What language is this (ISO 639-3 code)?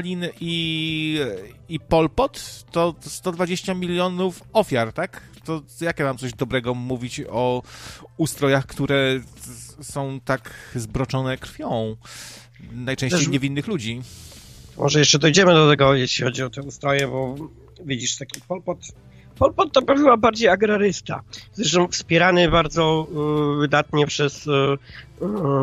pol